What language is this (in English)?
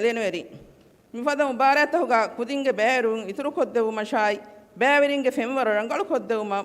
Divehi